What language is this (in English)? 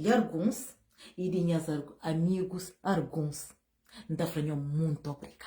Kabuverdianu